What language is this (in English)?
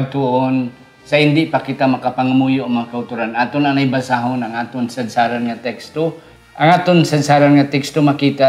Hiligaynon